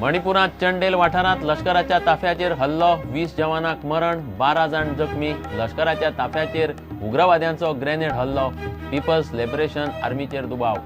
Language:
Konkani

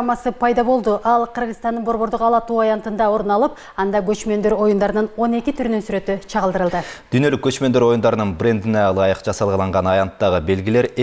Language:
Kyrgyz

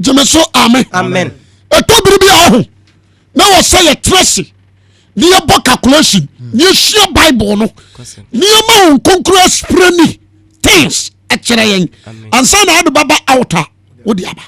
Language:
Akan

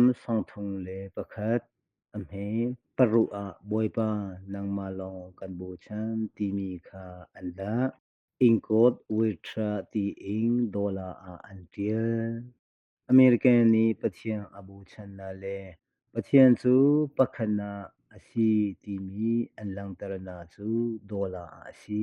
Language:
Hakha Chin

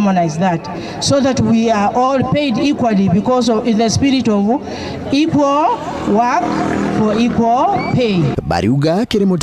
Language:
Meru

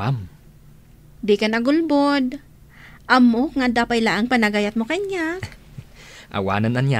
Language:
Iloko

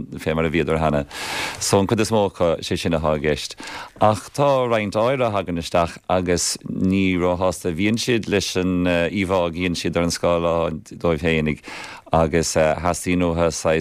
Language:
Irish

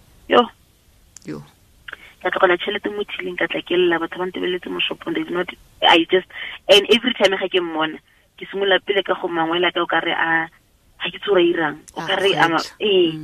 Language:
Tswana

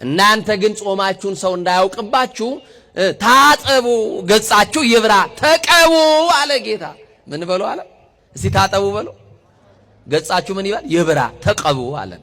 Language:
Amharic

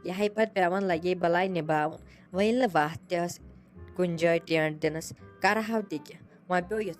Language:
Kashmiri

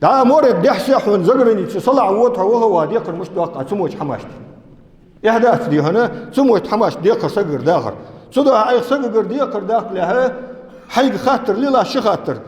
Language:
Ingush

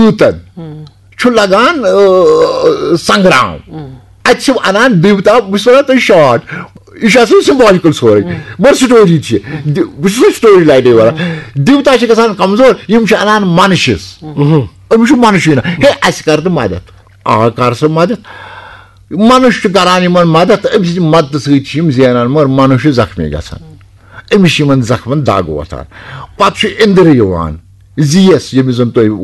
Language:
Kashmiri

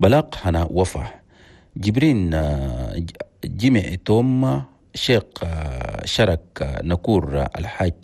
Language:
Chadian Arabic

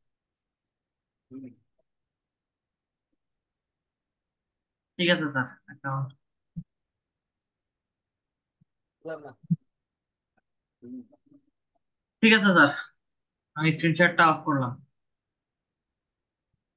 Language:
Bangla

